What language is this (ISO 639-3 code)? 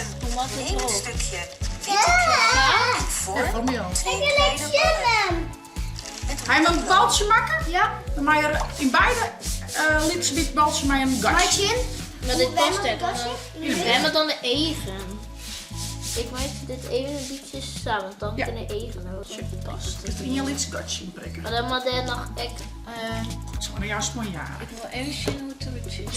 fry